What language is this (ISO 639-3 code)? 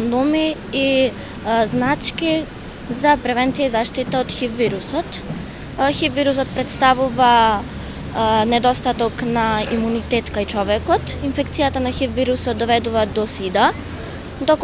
mkd